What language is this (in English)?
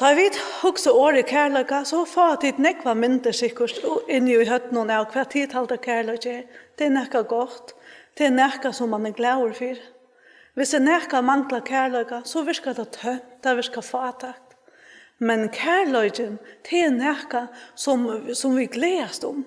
Faroese